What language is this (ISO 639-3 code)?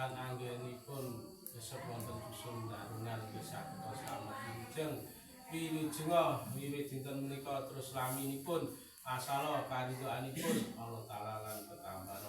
jav